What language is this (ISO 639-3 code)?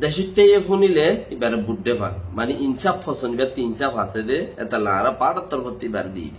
rhg